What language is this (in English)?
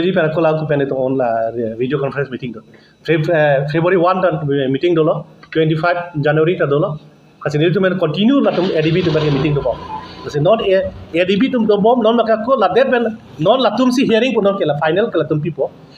Karbi